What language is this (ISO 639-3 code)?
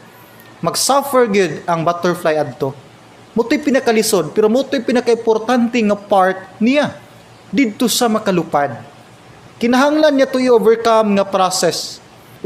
ceb